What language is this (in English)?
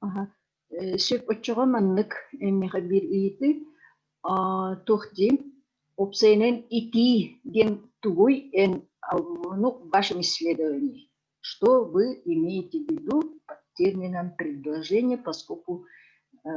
Yakut